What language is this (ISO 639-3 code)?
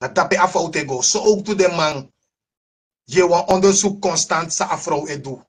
srn